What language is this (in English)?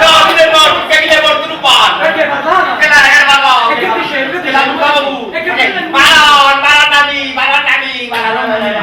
Neapolitan